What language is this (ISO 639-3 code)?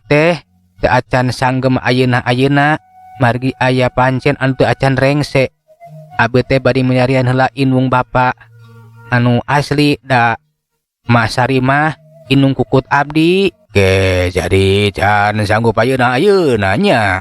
sun